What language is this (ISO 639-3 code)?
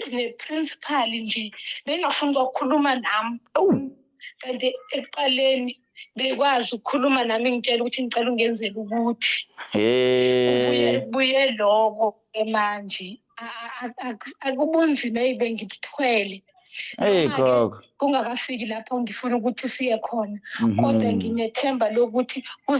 zul